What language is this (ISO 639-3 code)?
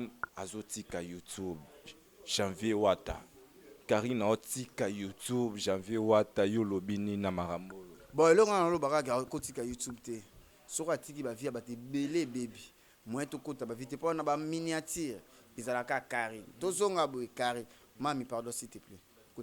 lin